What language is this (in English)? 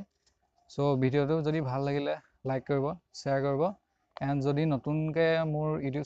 Assamese